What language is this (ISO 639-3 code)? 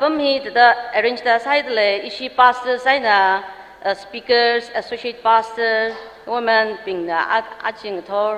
nmf